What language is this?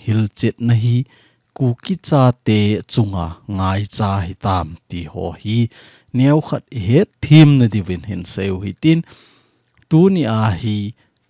Thado Chin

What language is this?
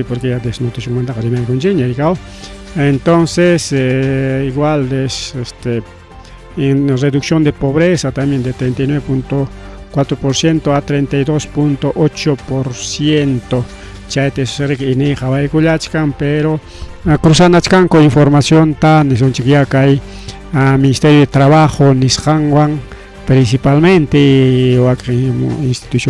Ayacucho Quechua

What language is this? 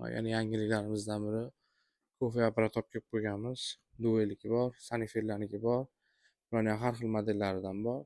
Uzbek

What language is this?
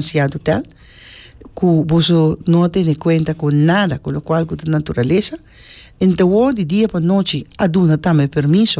Papiamento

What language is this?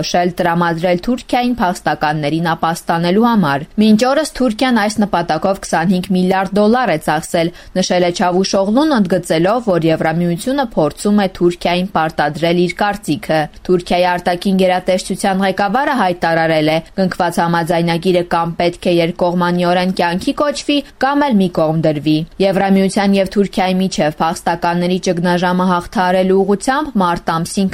Armenian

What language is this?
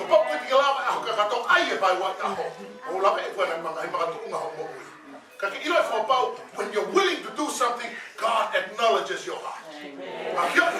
Tongan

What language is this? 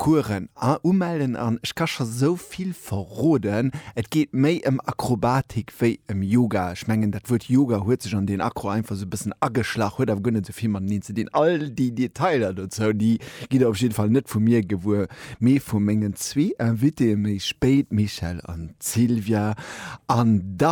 Luxembourgish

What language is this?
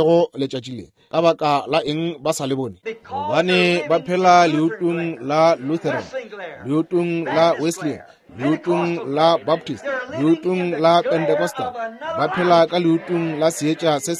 Northern Sotho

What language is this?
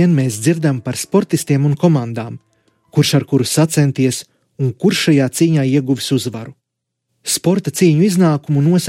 Latvian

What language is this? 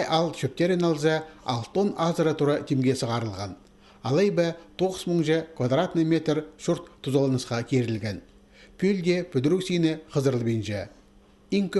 Khakas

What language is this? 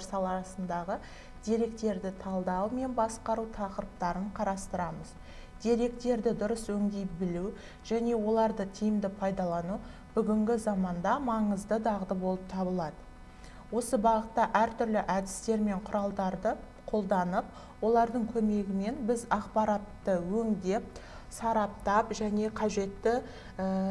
Kazakh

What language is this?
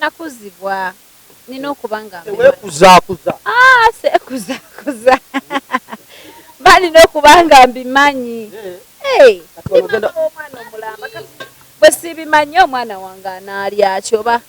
Ganda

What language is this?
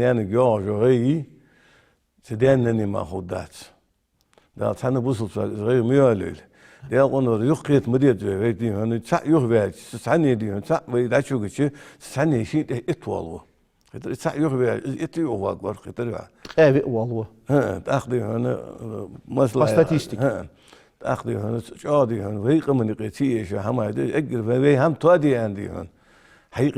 Ingush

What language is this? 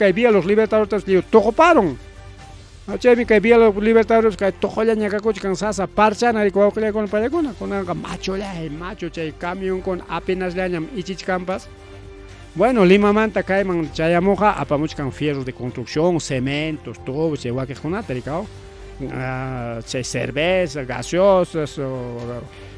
Ayacucho Quechua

